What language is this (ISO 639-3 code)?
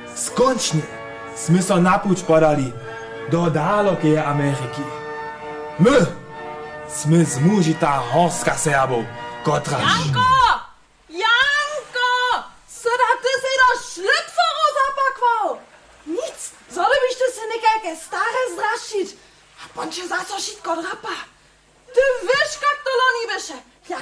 hsb